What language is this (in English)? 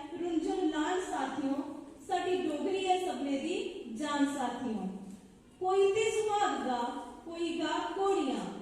Dogri